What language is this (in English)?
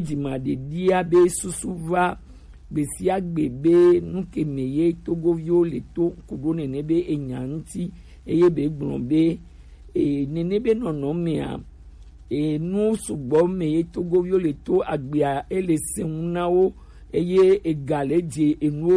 Gen